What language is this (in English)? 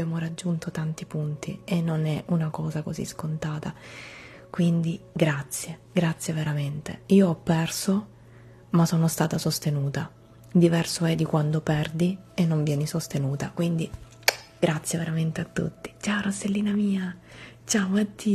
Italian